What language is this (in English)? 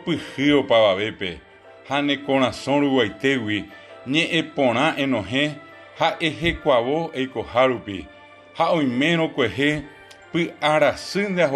Guarani